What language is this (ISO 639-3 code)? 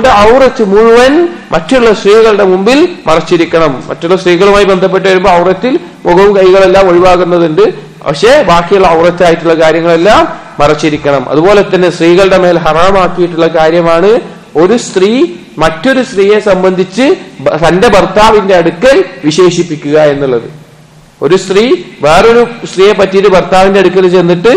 mal